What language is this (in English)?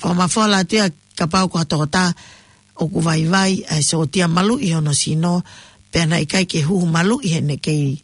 Tongan